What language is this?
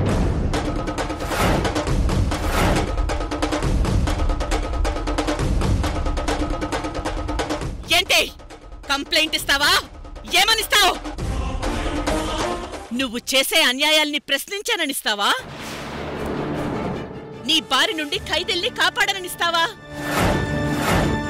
Telugu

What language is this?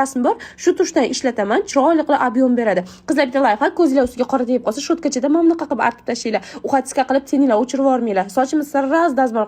Uzbek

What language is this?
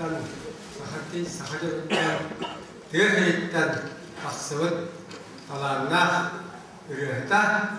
Yakut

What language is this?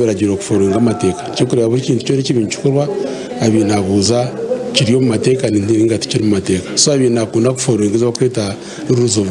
Nyankole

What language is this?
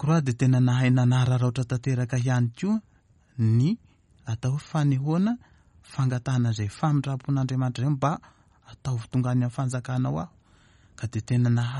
Malagasy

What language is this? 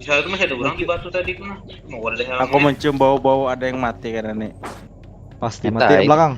Banjar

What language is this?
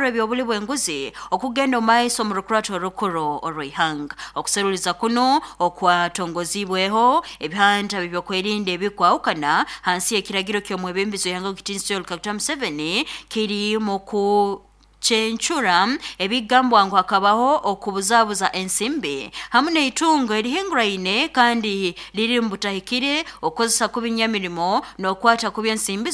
Nyoro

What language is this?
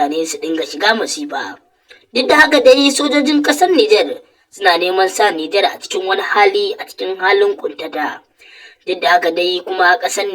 Hausa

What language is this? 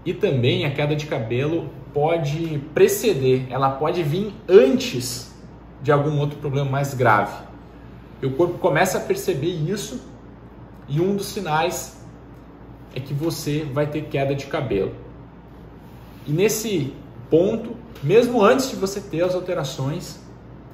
Portuguese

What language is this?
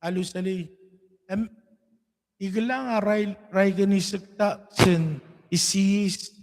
Pohnpeian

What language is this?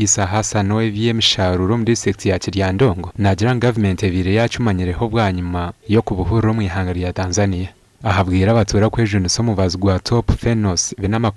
Nyankole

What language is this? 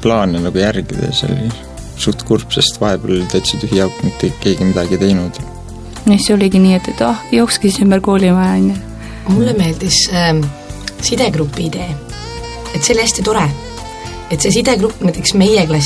Estonian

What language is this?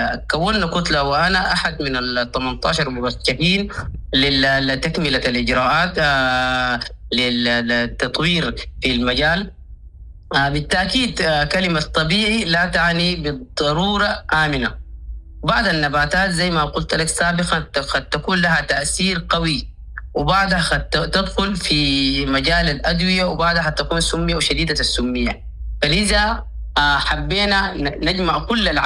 Sudanese Arabic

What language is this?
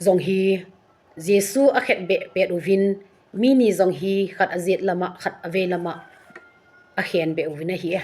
Thado Chin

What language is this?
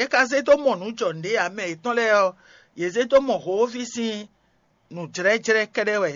Fon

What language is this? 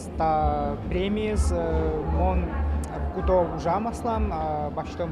Udmurt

